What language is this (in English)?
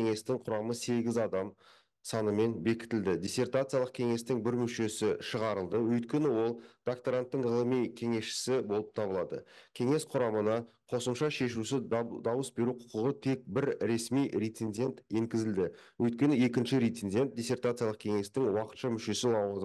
Kazakh